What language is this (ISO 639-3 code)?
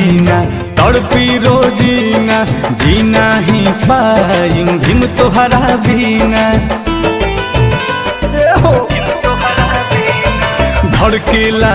bho